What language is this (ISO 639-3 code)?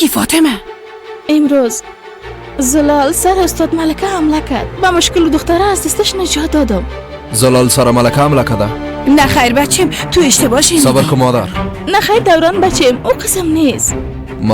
fas